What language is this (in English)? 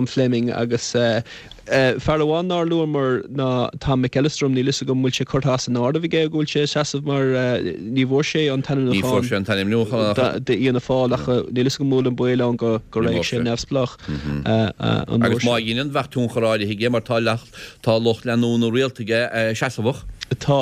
Irish